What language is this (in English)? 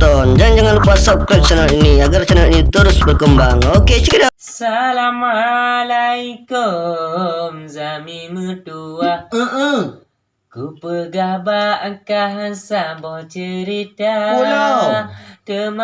Achinese